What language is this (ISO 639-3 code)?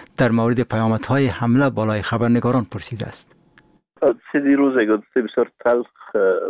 fas